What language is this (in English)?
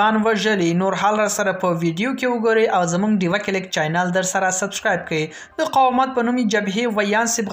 Pashto